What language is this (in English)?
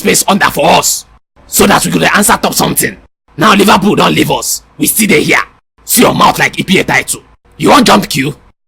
Nigerian Pidgin